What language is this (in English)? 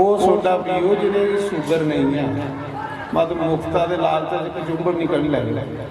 Dogri